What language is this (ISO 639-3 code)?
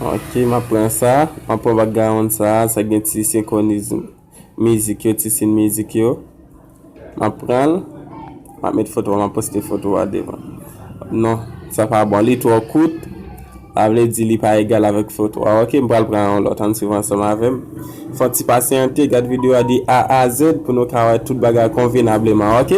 hat